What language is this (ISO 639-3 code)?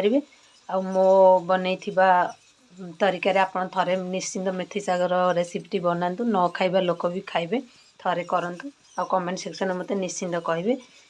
ori